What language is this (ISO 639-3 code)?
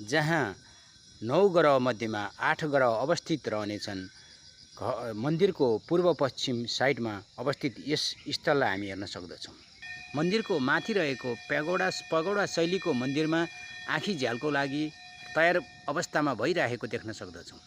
nep